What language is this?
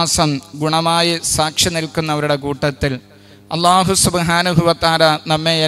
Malayalam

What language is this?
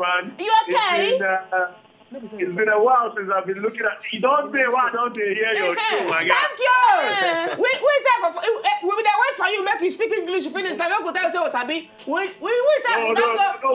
Nigerian Pidgin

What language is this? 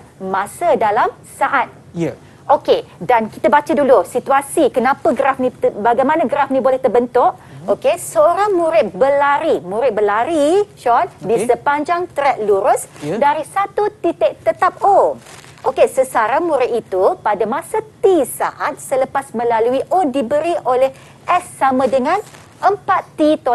Malay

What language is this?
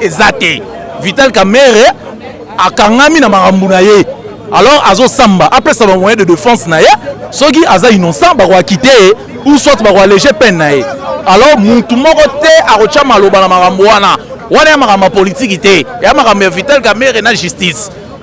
Lingala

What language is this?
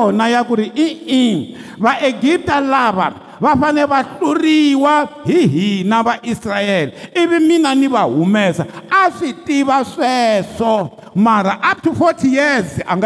Tsonga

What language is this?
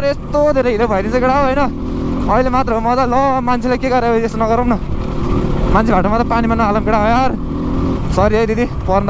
Nepali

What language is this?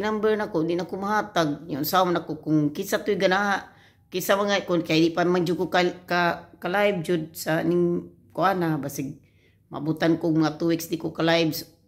Cebuano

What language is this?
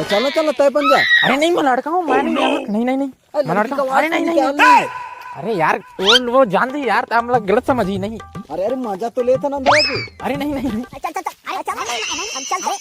Chhattisgarhi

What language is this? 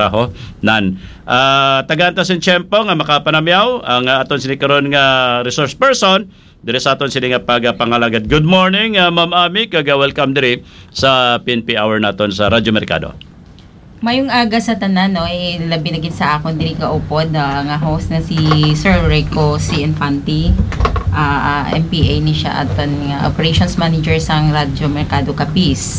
Hiligaynon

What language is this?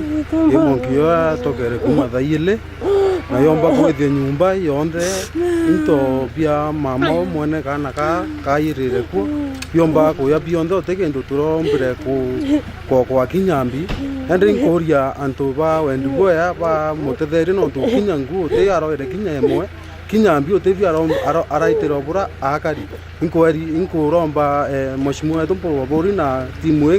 Meru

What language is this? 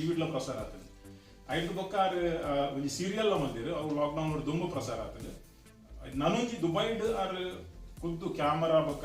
Tulu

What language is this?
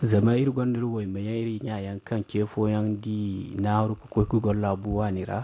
Zarma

